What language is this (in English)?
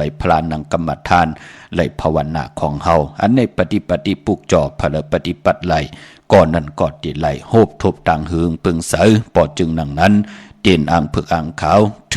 Shan